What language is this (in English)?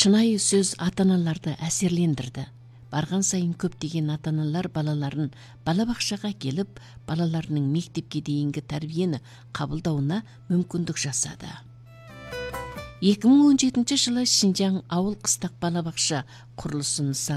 Kazakh